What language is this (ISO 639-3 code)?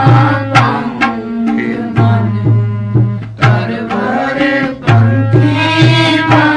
pan